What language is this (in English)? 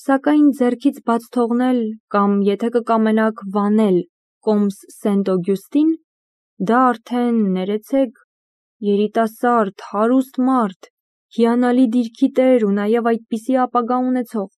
Armenian